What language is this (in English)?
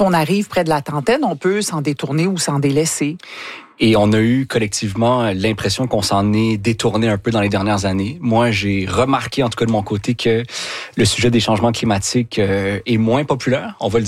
French